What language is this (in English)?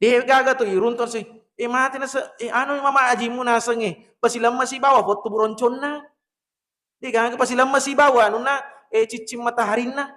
Buginese